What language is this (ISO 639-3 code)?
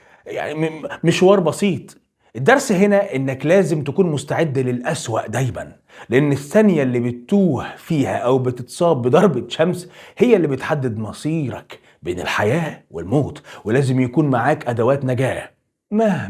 arz